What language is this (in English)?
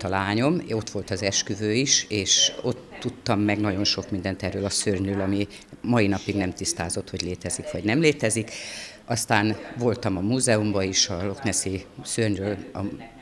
Hungarian